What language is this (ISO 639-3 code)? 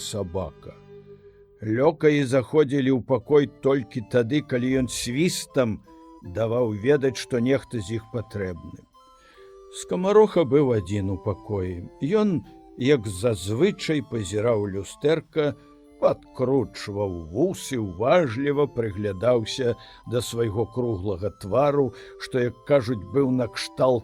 bel